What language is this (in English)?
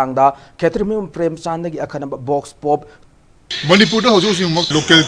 Manipuri